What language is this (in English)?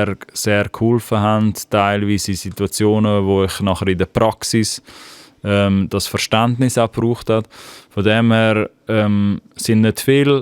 Swiss German